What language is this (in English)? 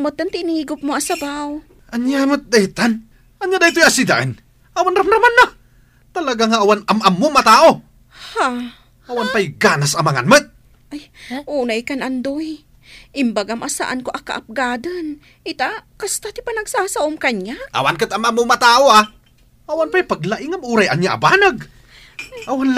Iloko